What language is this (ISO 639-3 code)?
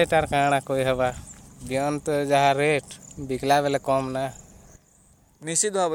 ori